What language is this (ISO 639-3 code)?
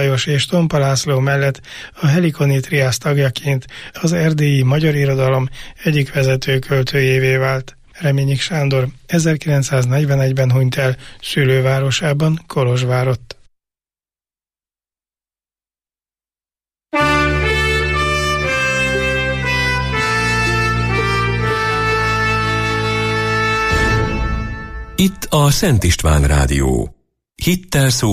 hun